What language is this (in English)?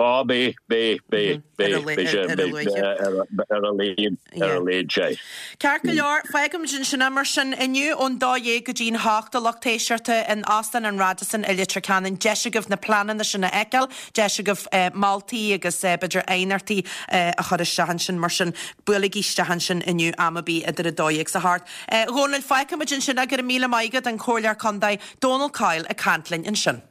Irish